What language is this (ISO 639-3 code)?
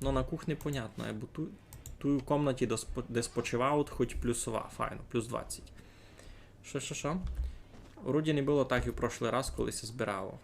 rue